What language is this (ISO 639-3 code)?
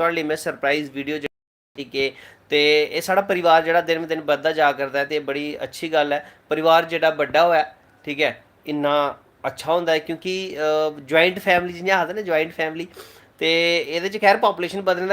doi